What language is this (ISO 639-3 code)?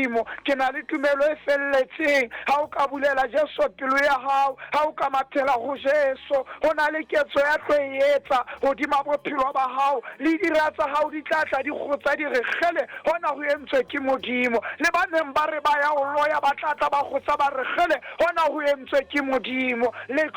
sot